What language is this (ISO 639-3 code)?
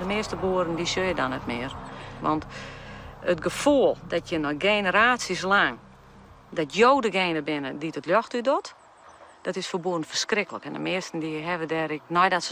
fry